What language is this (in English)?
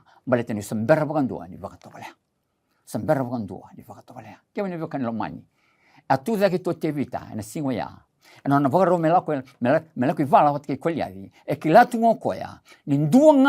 Fijian